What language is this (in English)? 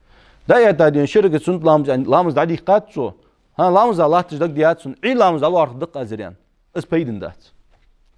Ingush